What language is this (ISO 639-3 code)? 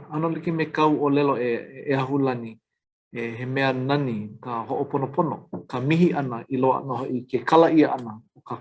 haw